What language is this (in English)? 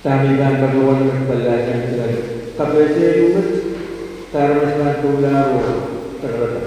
Pohnpeian